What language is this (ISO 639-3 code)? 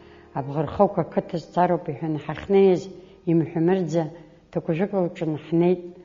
abk